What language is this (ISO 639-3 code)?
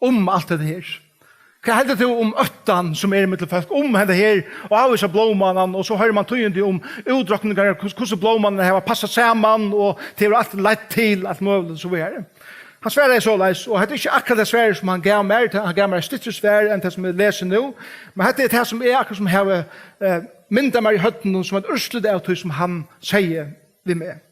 fao